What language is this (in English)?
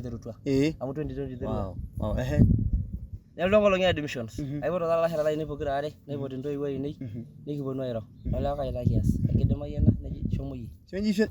Masai